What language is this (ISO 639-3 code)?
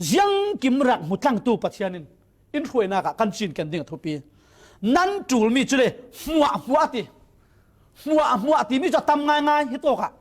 cfm